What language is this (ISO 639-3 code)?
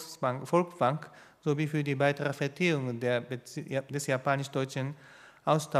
deu